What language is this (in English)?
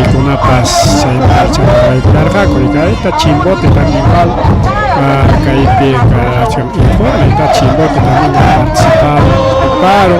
Ayacucho Quechua